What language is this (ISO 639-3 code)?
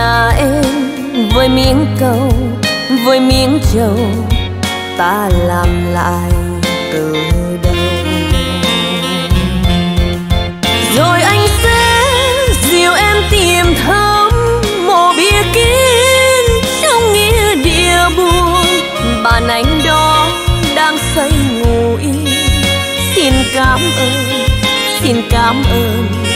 vie